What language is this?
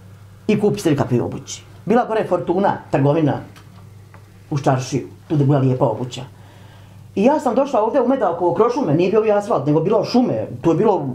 Bosnian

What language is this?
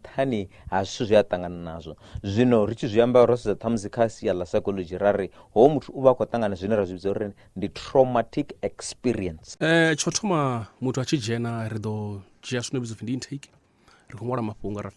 Venda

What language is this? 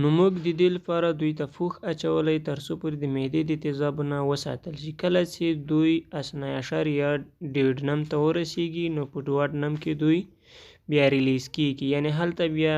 Pashto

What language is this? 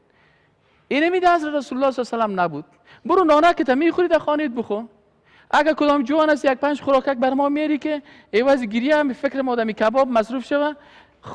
Persian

